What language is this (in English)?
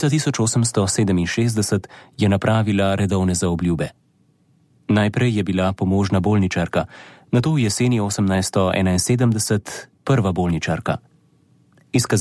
Slovenian